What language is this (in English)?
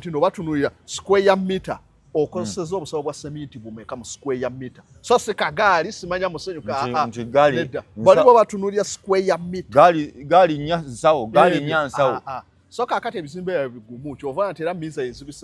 Ganda